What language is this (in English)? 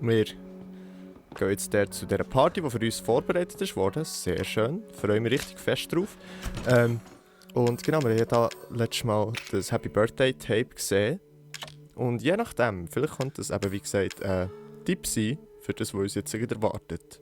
Swiss German